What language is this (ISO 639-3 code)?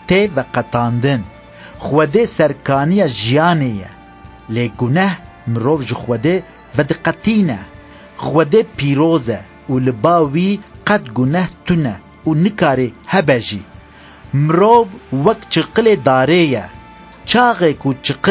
kur